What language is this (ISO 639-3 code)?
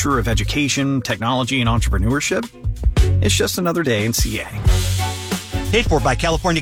eng